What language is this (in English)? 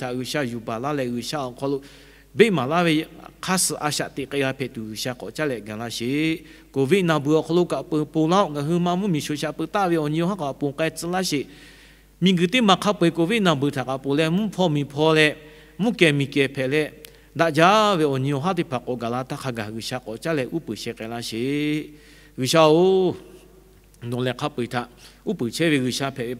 Lahu